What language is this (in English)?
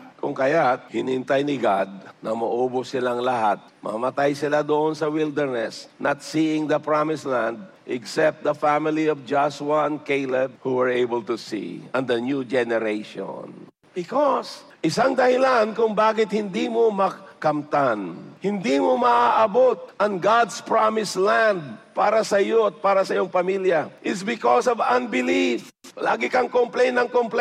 Filipino